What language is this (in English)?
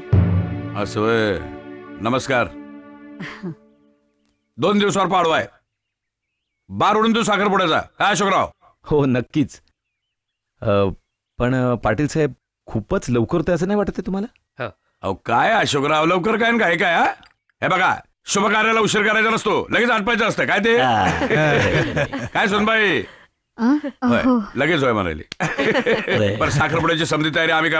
Marathi